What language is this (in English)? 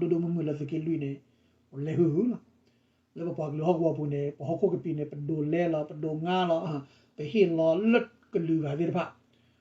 S'gaw Karen